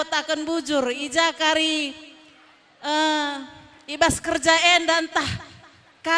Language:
Batak Karo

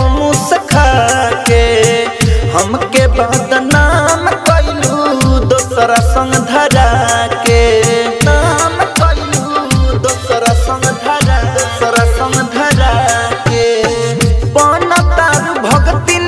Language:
Bhojpuri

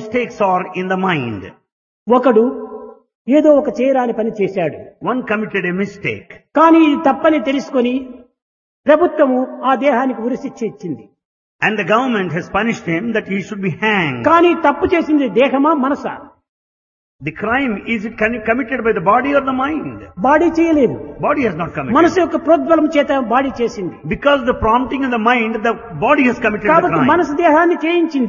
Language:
Telugu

